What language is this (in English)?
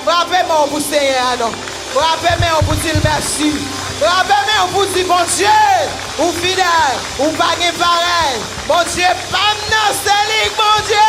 Haitian Creole